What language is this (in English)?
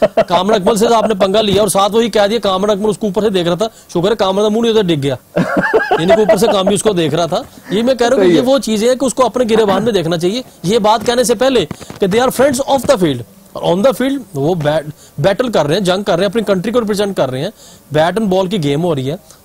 Hindi